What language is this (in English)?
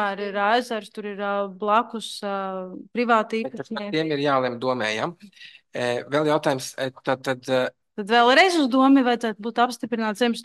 Latvian